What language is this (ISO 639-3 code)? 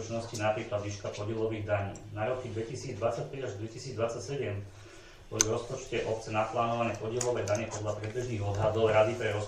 slk